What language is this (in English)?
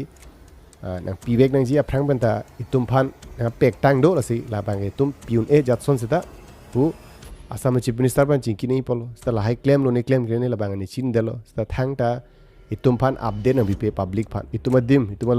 Karbi